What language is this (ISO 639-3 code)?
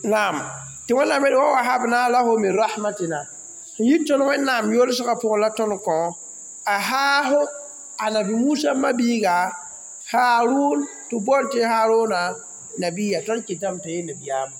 mos